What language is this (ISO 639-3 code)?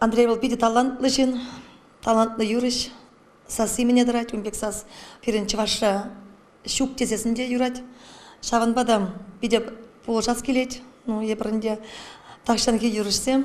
chv